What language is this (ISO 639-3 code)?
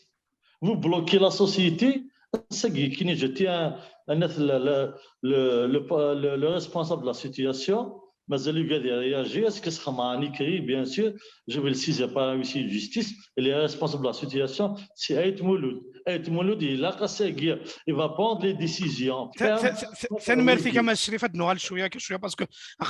kab